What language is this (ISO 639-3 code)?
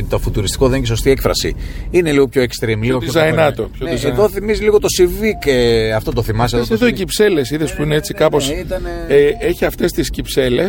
ell